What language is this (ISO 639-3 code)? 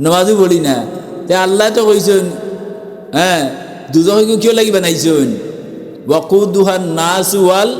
syl